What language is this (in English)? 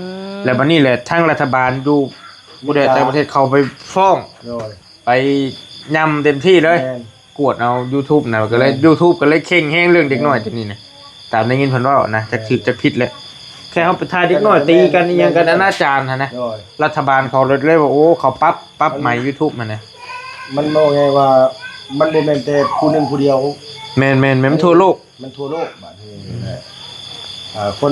Northeastern Thai